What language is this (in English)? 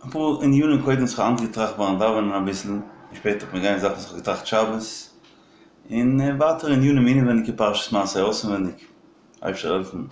Yiddish